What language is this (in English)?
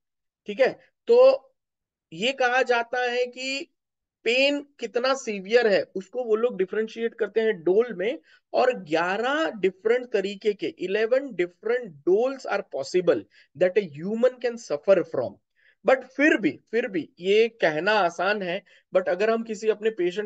Hindi